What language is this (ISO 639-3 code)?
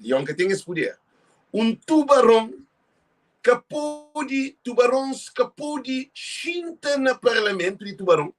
kea